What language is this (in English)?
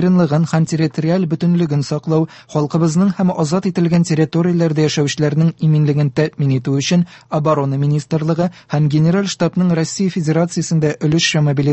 Tatar